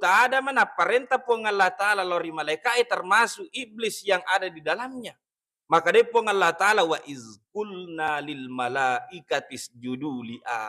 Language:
Buginese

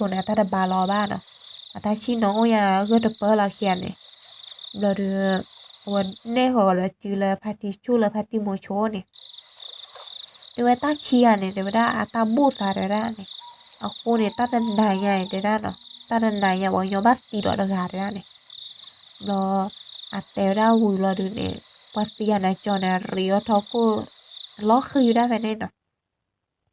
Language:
S'gaw Karen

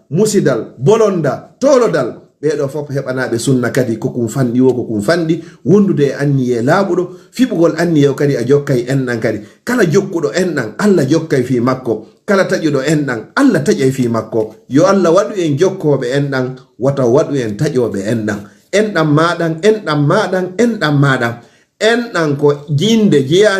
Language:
Fula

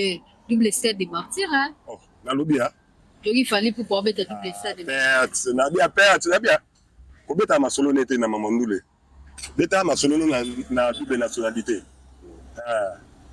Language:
Lingala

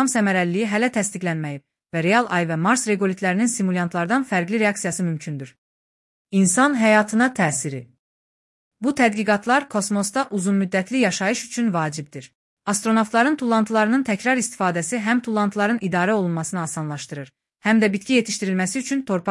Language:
Azerbaijani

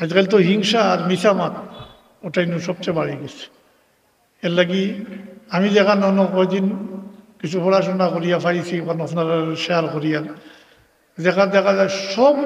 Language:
Sylheti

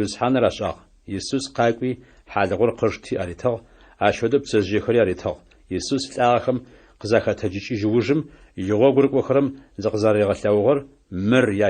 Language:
Adyghe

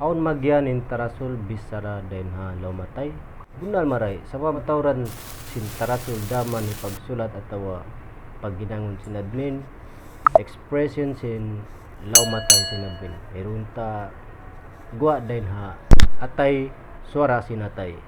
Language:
Tausug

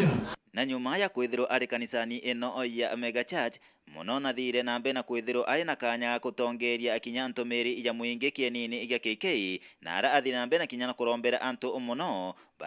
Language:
Meru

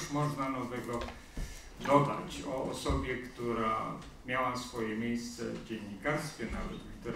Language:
Polish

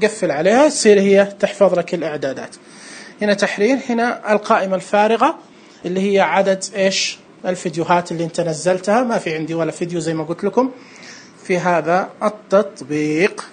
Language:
Najdi Arabic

